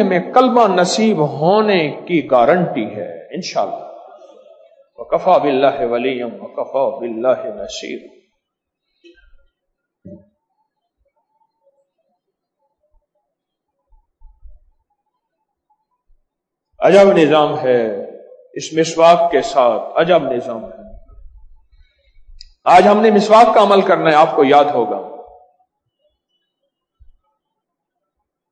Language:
Urdu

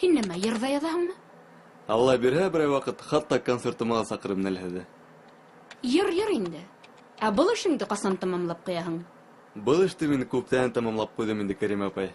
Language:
Bashkir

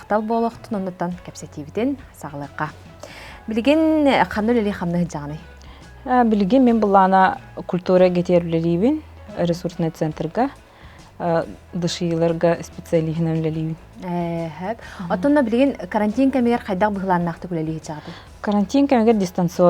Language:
Yakut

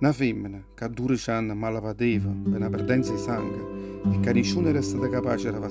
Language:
Neapolitan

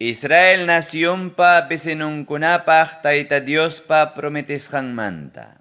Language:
Ayacucho Quechua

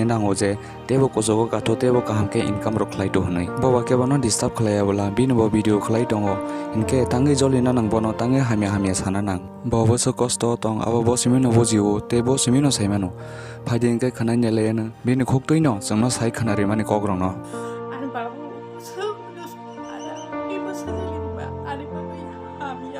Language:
Kok Borok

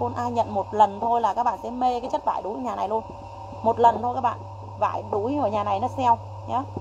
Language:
Vietnamese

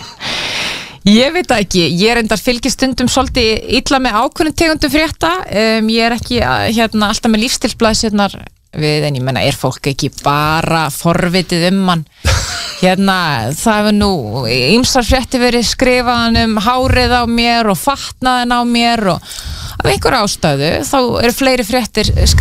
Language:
Icelandic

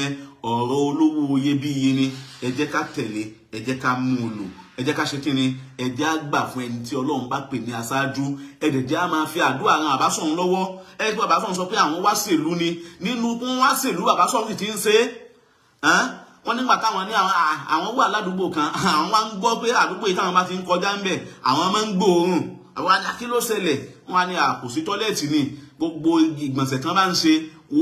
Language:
Yoruba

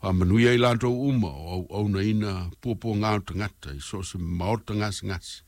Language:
Samoan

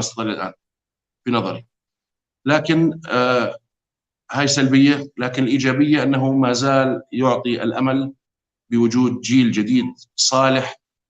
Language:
North Levantine Arabic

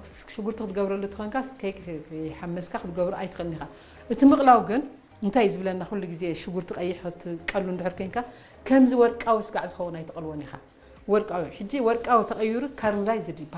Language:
Tigrinya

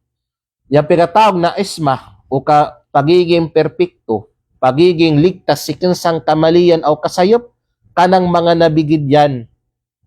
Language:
Kalagan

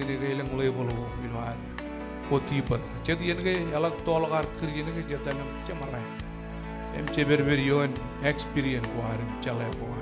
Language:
Marshallese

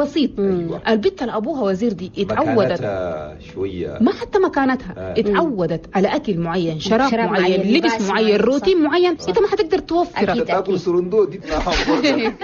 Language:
Chadian Arabic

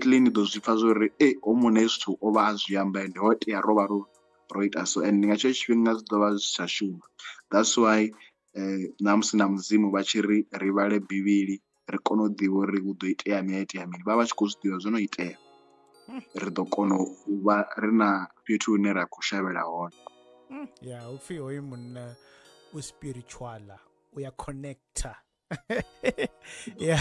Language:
Venda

